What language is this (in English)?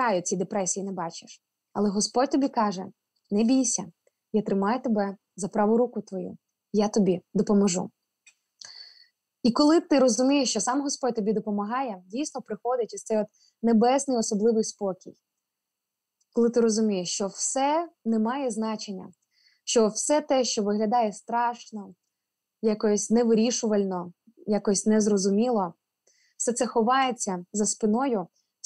Ukrainian